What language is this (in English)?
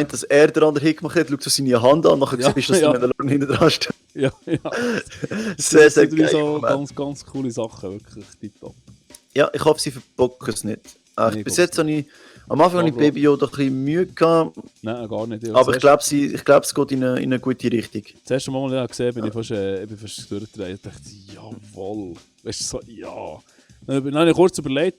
Swiss German